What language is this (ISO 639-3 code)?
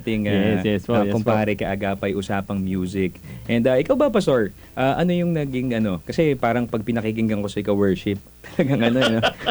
fil